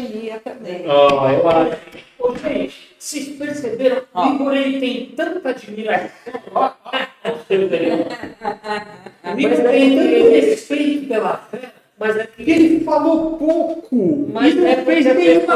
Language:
Portuguese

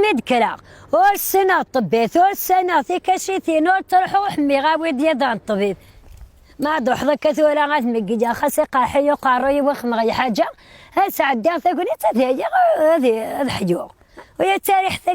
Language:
Kabyle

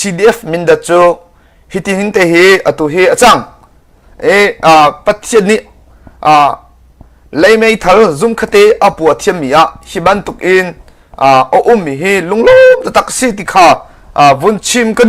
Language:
Hakha Chin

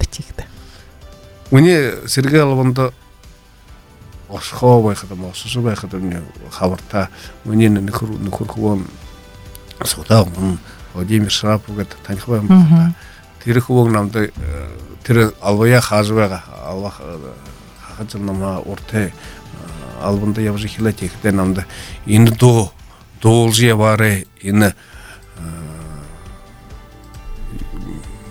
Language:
Buriat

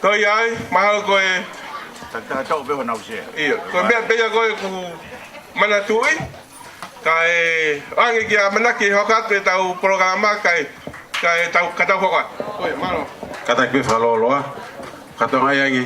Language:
Tongan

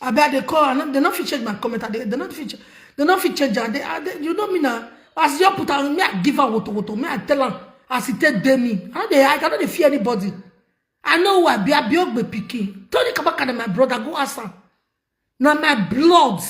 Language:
Nigerian Pidgin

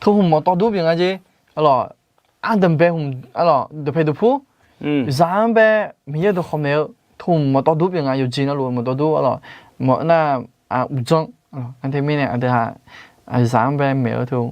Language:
Akha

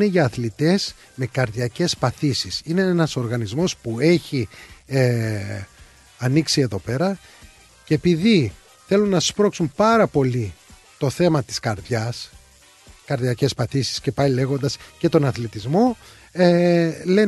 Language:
Greek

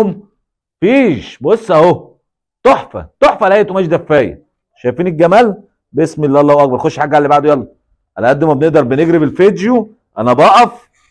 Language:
Egyptian Arabic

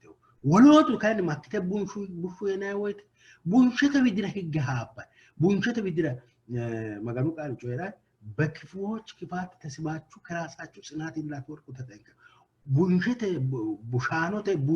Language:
Sidamo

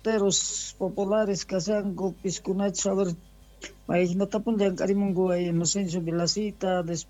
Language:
Quechua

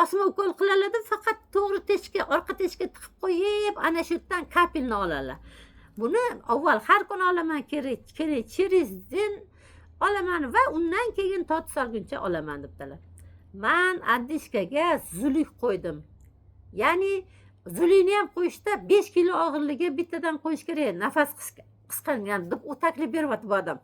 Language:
Uzbek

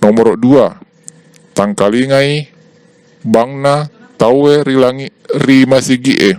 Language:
Buginese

